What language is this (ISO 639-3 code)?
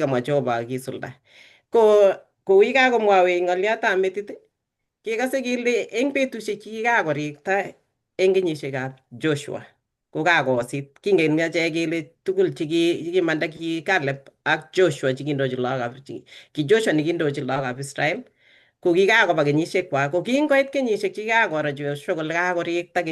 kln